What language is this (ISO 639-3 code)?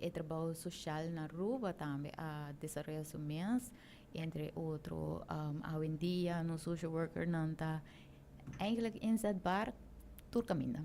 pap